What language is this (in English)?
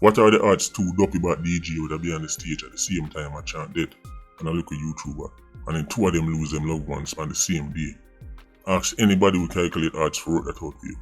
Jamaican Creole English